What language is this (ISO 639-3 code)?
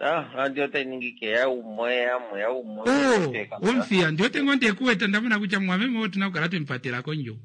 kua